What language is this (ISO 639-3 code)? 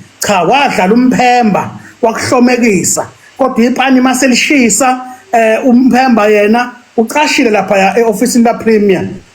zul